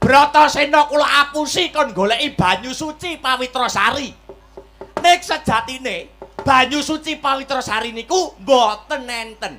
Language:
Javanese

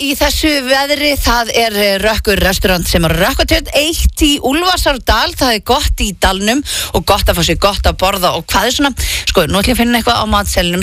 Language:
Icelandic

